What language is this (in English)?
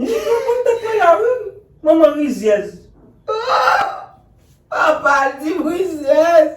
Haitian Creole